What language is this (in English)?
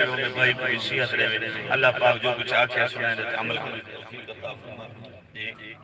Saraiki